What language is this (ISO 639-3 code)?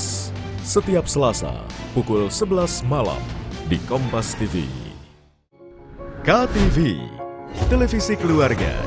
ind